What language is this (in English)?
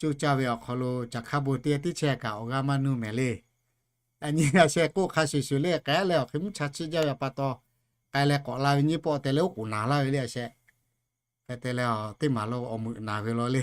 Lahu